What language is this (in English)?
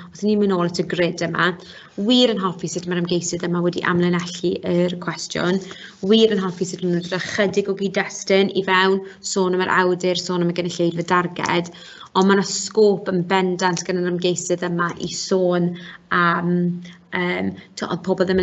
Welsh